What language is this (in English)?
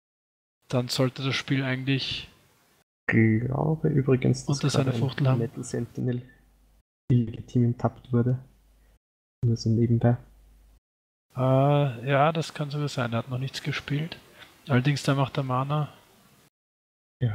German